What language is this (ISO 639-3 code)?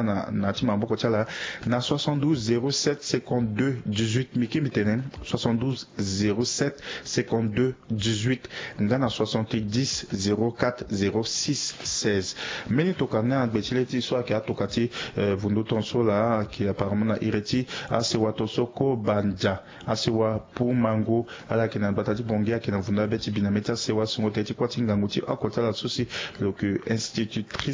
sag